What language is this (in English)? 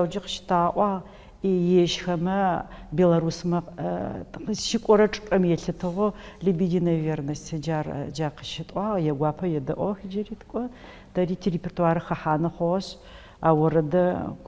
Adyghe